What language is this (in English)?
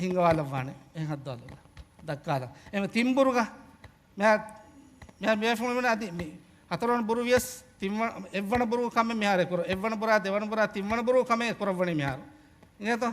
Divehi